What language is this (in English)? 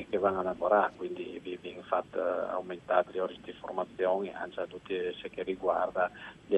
Friulian